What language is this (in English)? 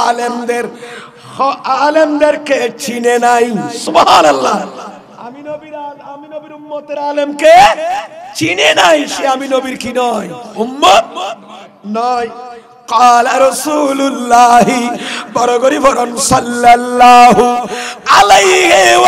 Bangla